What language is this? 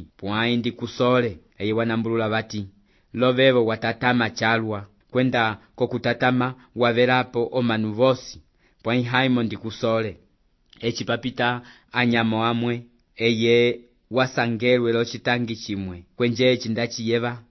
Umbundu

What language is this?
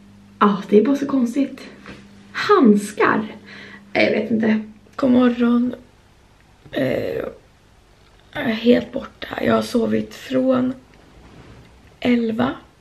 Swedish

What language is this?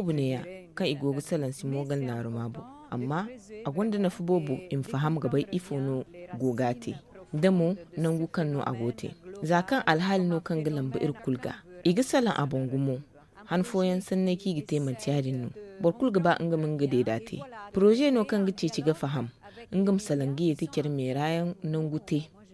Zarma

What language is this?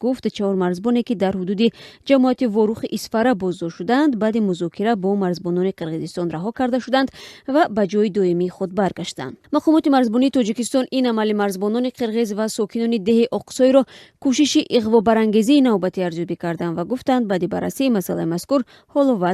Tajik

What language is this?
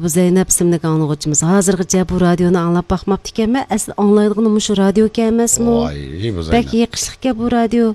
Uyghur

